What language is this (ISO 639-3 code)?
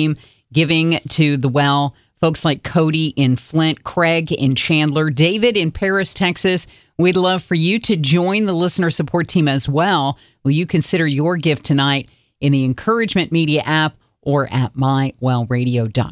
eng